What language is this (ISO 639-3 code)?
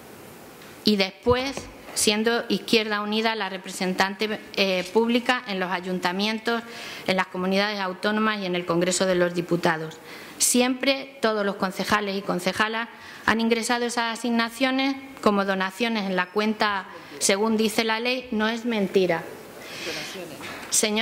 spa